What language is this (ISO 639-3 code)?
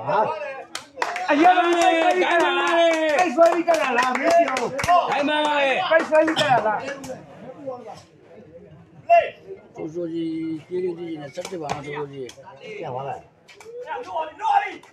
mya